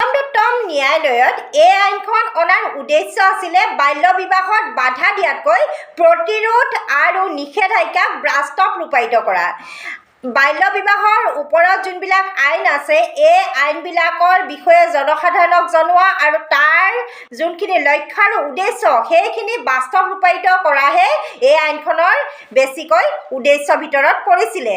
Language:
Assamese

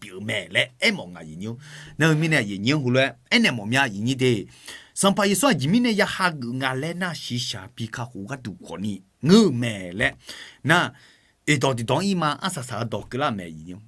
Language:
Akha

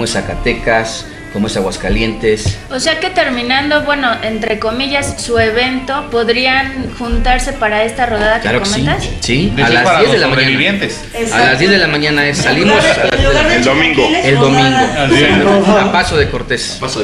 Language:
Spanish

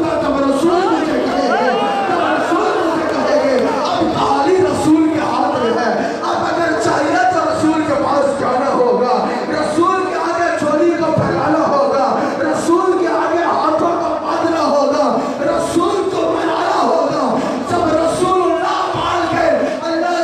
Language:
Urdu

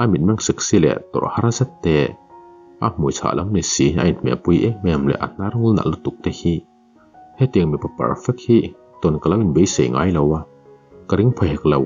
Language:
Mizo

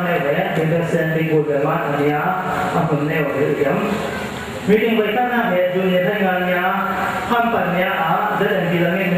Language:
Falam Chin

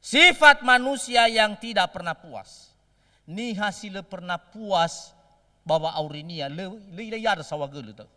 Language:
Nias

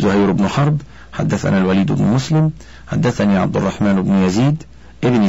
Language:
Arabic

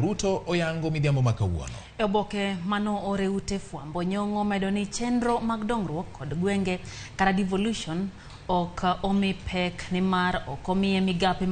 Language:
Luo (Kenya and Tanzania)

